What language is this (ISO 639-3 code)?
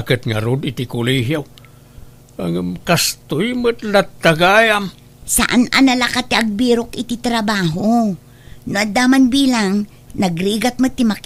ilo